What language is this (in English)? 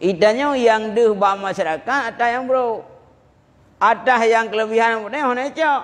Achinese